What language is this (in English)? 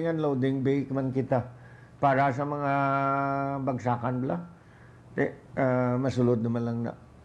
Hiligaynon